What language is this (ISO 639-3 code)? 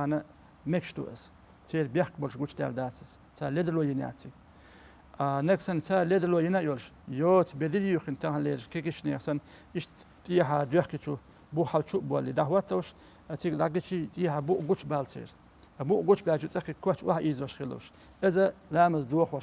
che